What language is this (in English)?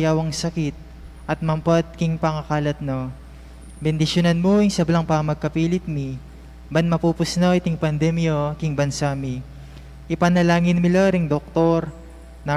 Pampanga